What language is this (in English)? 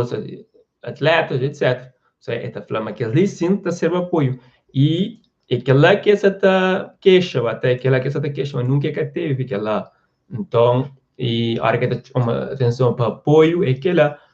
Kabuverdianu